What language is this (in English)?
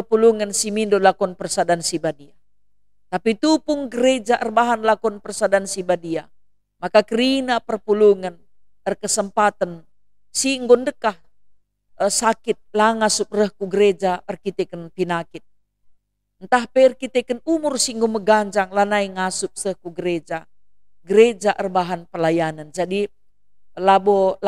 Batak Karo